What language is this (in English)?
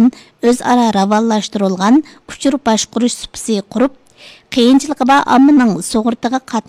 Uyghur